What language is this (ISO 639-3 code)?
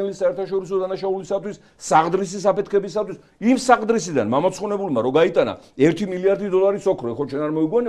kat